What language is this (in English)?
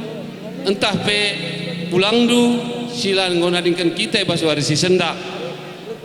Batak Karo